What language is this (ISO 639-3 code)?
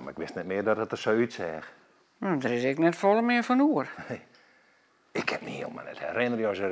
fry